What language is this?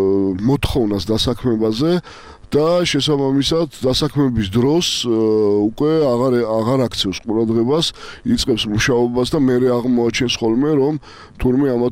Georgian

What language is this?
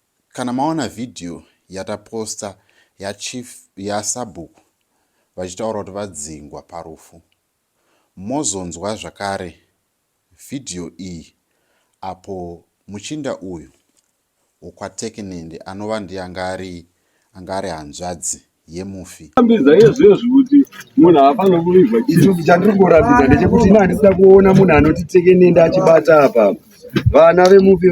Shona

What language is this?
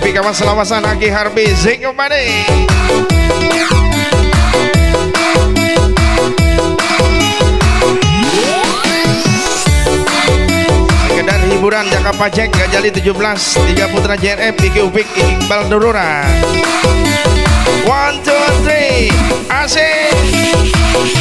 Indonesian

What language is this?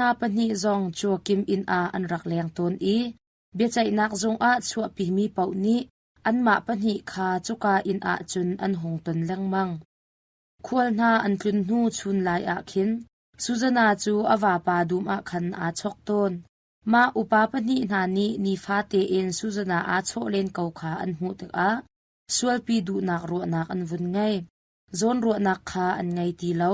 Hakha Chin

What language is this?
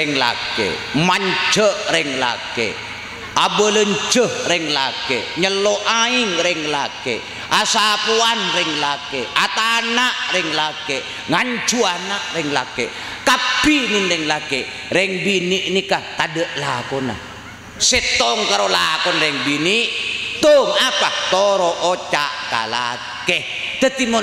Madurese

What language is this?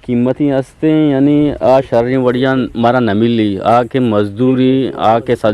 Eastern Balochi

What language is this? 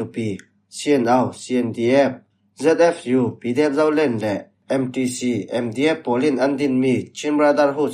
Falam Chin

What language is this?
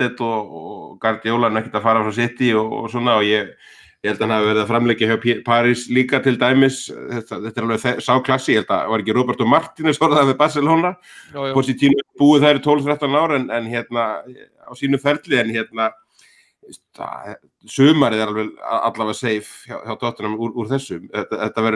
Icelandic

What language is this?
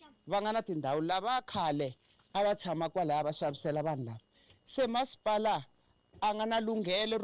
Tsonga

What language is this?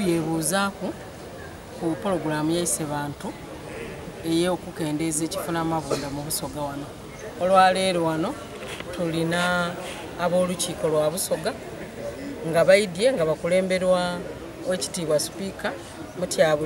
Soga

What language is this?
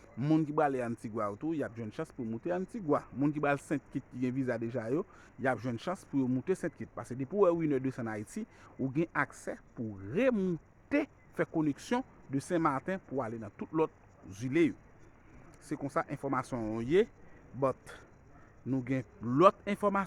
Haitian Creole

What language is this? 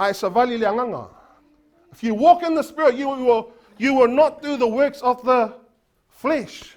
Samoan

